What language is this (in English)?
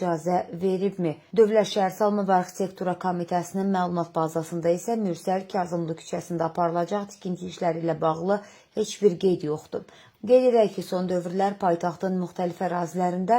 Azerbaijani